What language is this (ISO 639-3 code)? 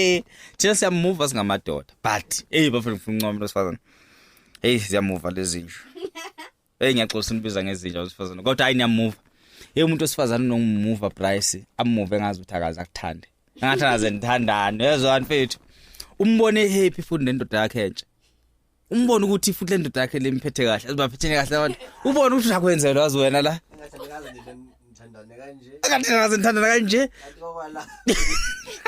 zul